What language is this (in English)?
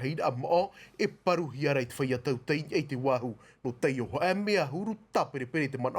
Tahitian